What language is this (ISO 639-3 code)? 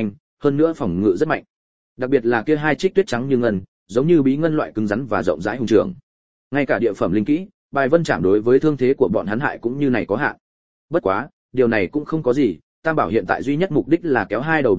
vie